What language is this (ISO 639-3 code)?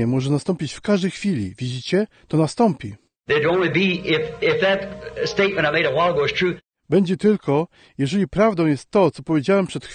pol